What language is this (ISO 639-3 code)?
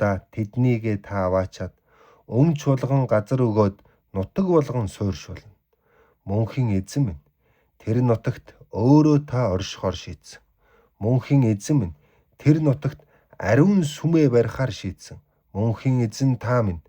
mon